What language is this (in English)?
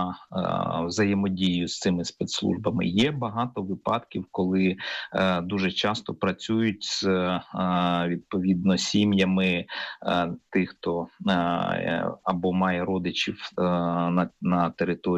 Ukrainian